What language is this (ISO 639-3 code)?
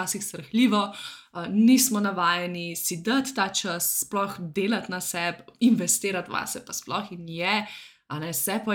slv